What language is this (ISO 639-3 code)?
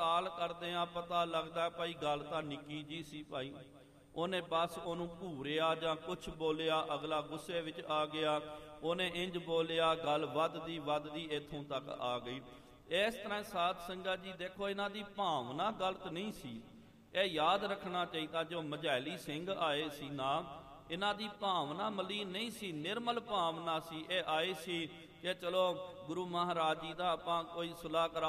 pan